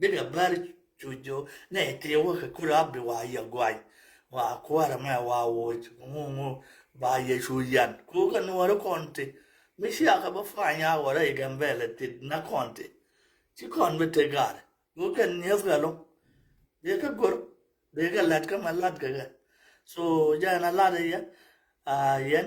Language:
Nuer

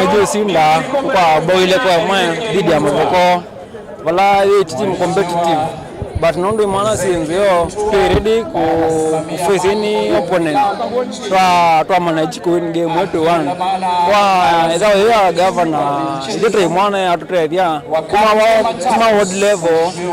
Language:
Kamba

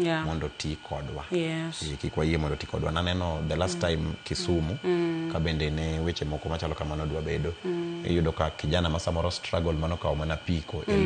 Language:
Luo (Kenya and Tanzania)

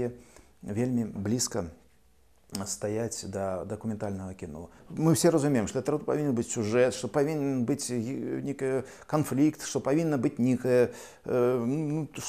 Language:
Belarusian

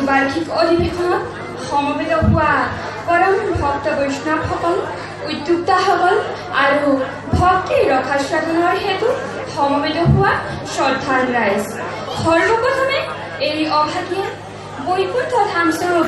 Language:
Assamese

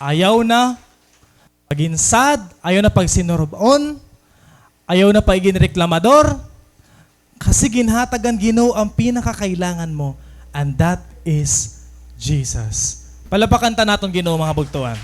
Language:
Waray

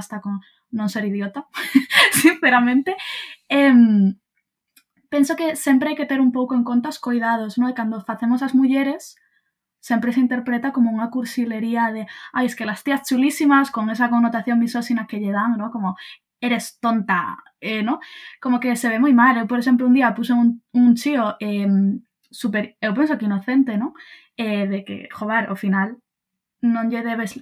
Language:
Galician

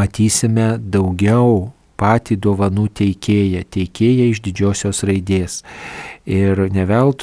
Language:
Lithuanian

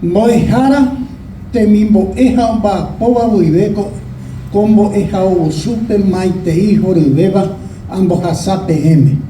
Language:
Guarani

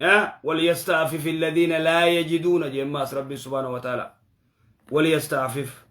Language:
Oromo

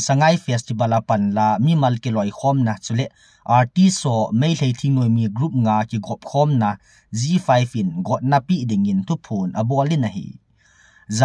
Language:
Thado Chin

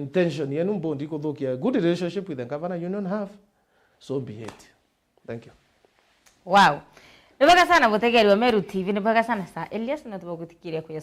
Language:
Meru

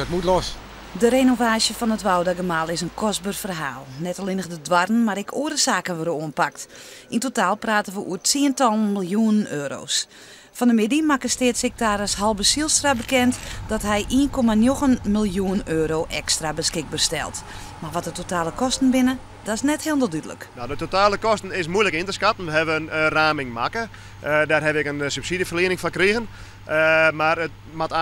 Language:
Western Frisian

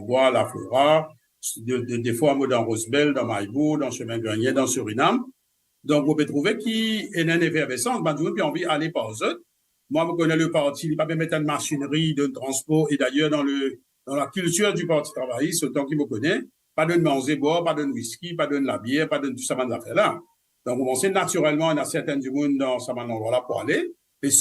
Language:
Morisyen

